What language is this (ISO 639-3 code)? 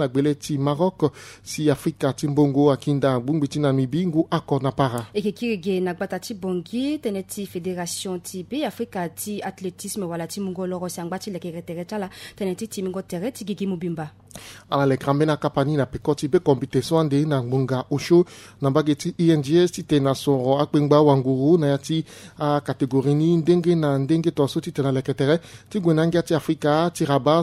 sag